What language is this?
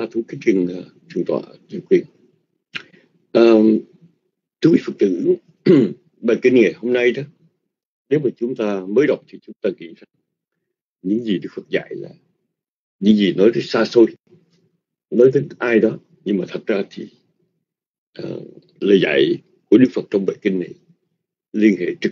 Vietnamese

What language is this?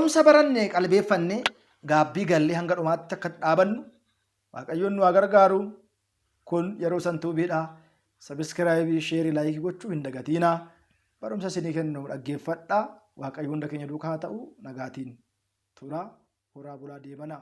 Oromo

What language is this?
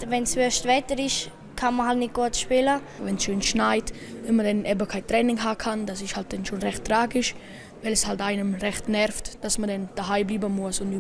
Romansh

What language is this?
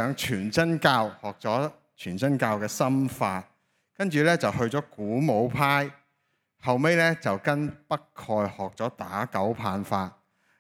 Cantonese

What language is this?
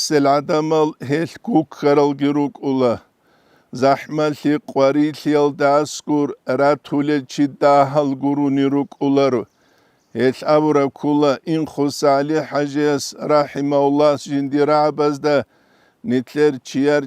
Avaric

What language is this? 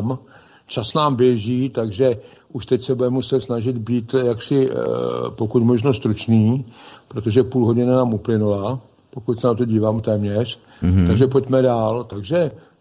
Czech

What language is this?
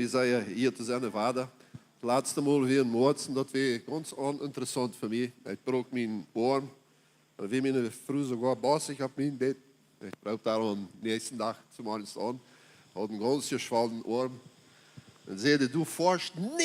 Plautdietsch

